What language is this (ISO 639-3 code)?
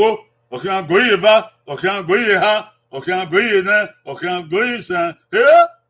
bin